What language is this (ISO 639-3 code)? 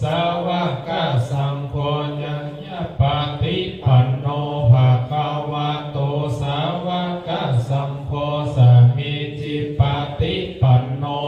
pli